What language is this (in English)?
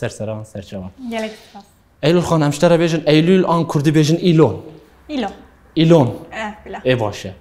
Kurdish